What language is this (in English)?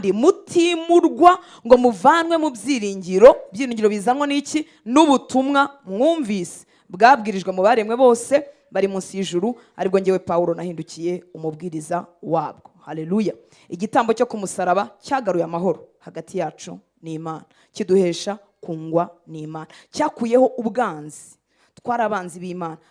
Kinyarwanda